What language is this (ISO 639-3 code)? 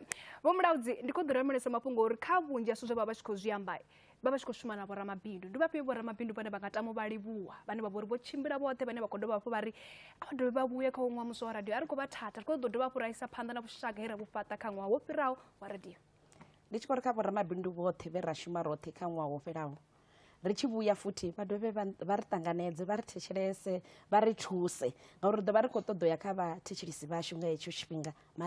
ven